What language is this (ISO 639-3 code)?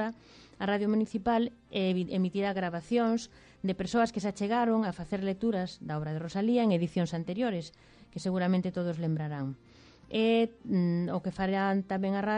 glg